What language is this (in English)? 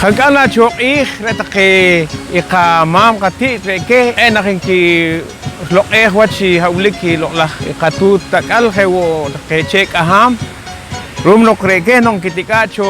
Poqomchi'